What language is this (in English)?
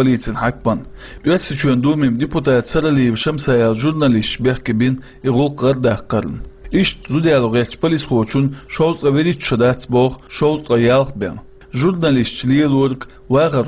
Chechen